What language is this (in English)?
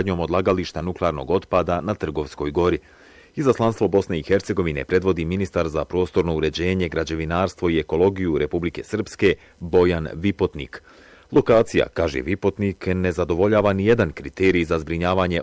Bosnian